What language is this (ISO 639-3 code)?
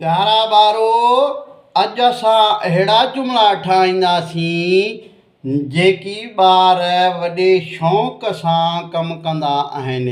snd